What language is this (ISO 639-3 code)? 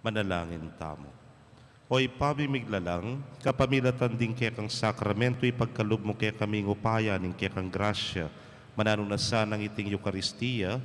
pam